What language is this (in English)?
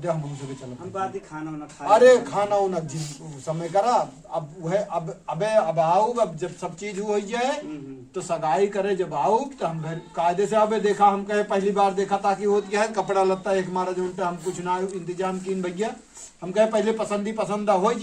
Awadhi